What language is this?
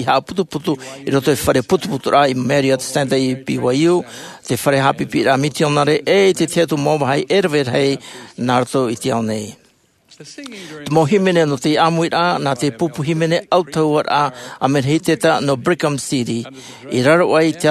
Tahitian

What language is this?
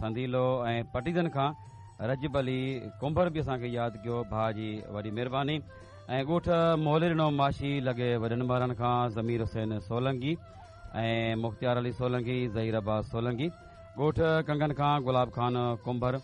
Sindhi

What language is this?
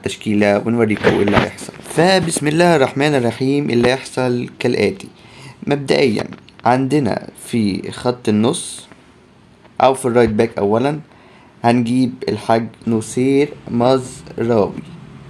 Egyptian Arabic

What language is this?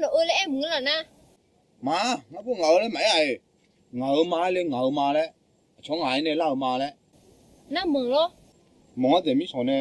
Akha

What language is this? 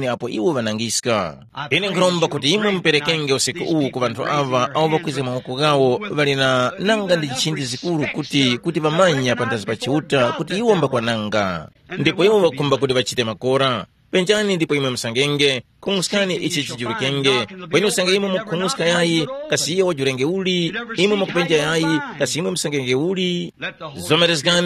Tumbuka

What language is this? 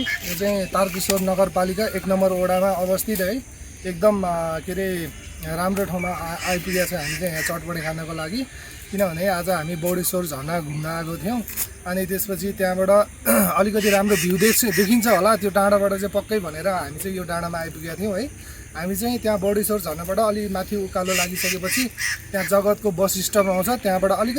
Nepali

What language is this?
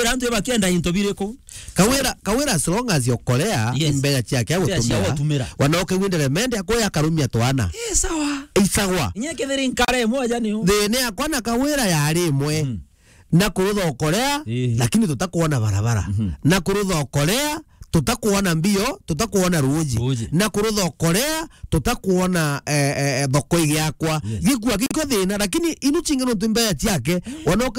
Meru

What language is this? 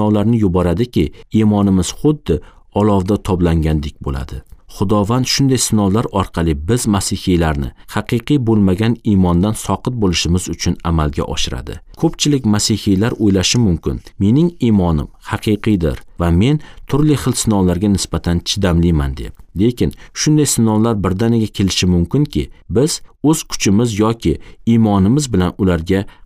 Uzbek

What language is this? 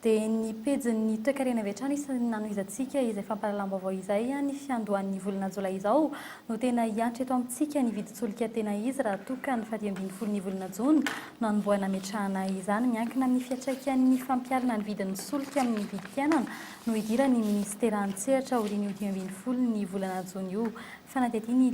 Malagasy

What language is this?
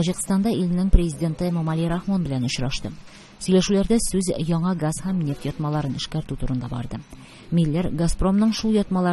Tatar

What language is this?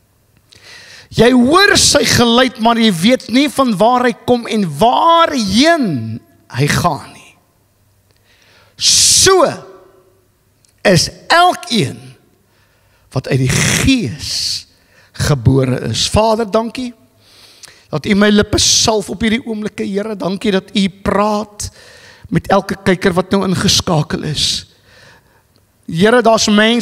Afrikaans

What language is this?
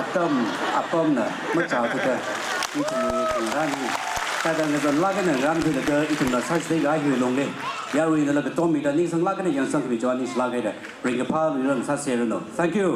Tangkhul Naga (India)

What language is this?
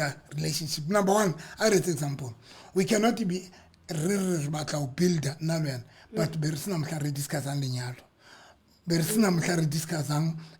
Southern Sotho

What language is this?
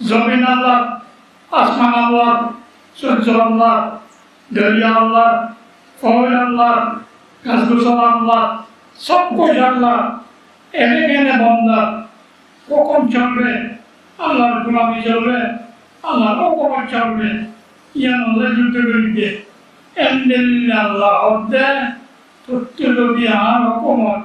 Rohingya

